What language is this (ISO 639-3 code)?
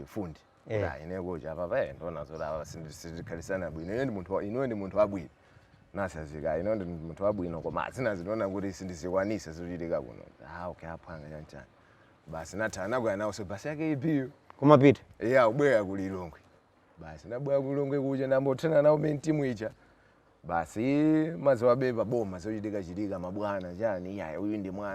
nya